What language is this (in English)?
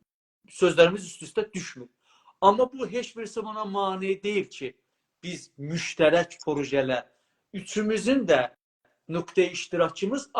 South Azerbaijani